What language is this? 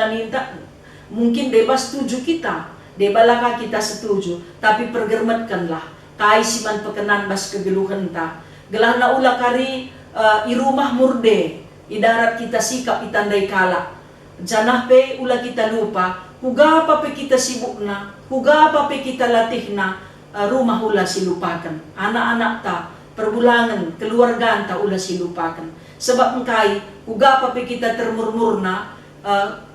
Batak Karo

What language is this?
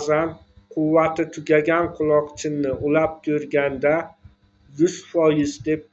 Uzbek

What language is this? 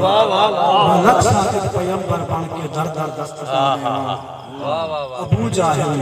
Saraiki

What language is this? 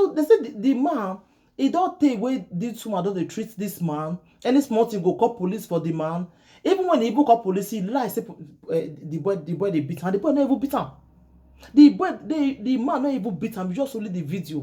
Nigerian Pidgin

